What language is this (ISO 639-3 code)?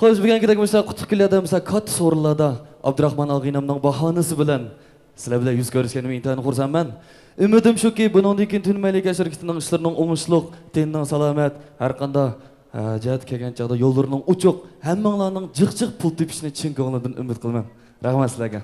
uig